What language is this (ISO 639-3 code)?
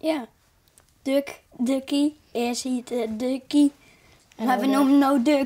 fry